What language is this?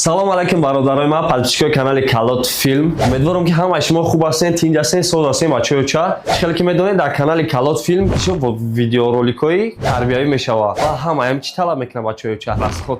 Tajik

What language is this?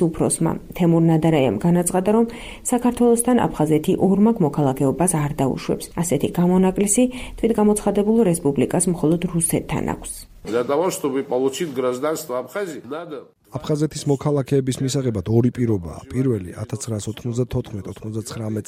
Georgian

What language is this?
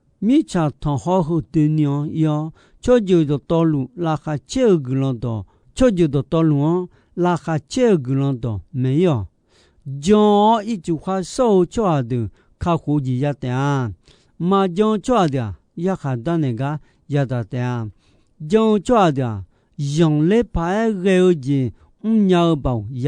Akha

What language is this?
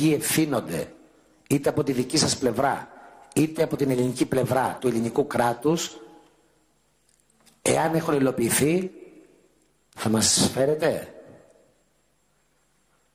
Greek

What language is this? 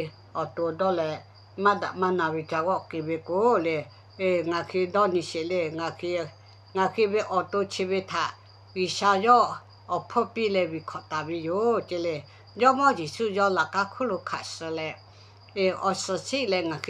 Lahu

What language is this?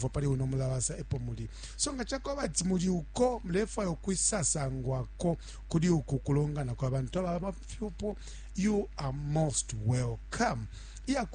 Bemba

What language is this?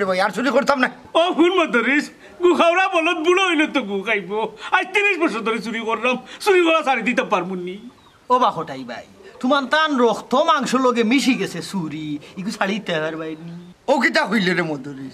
Sylheti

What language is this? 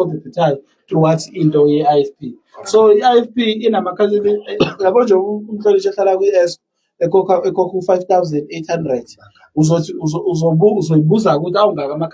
Zulu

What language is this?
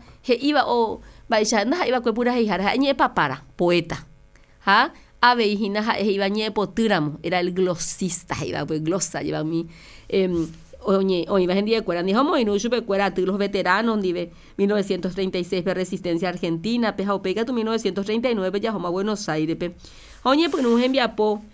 Guarani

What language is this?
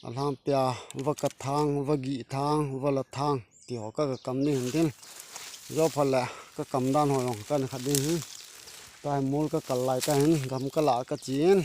Thado Chin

